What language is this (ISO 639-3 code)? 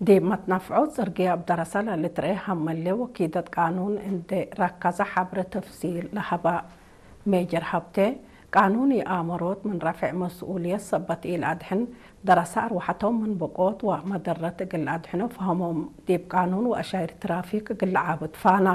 tig